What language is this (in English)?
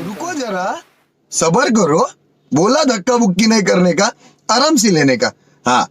Karbi